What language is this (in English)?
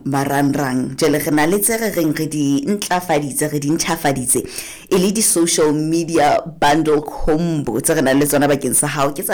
Southern Sotho